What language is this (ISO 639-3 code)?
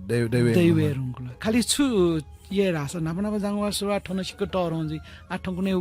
new